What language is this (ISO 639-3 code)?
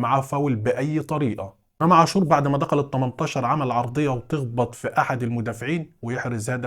arz